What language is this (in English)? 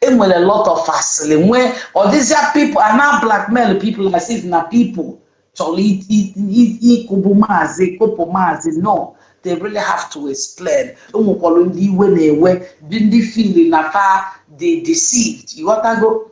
Igbo